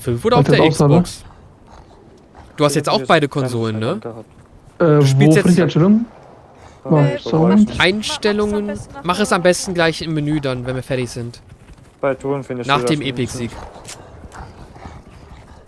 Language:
German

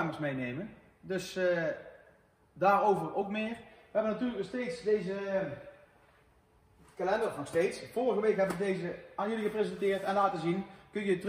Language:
Dutch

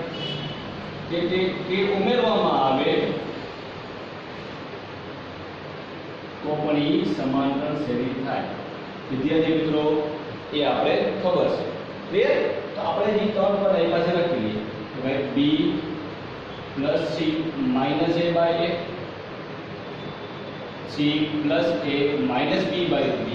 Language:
Gujarati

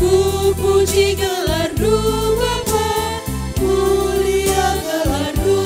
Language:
Batak Karo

